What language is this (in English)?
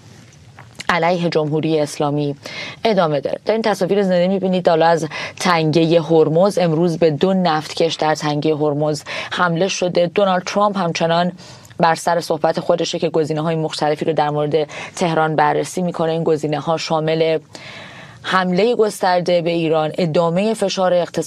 Persian